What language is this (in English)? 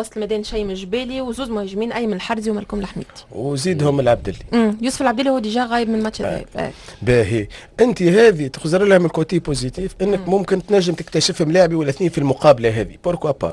Tunisian Arabic